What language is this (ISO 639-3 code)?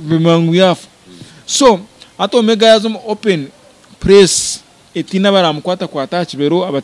nyn